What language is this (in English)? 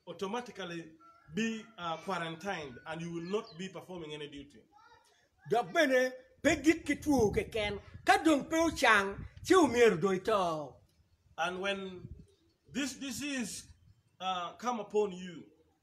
Acoli